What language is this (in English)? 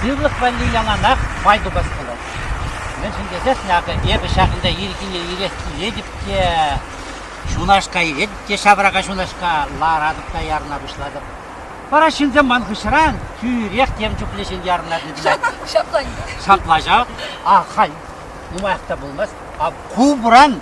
Chuvash